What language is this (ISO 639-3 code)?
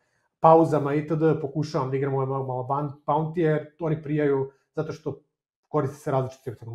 srp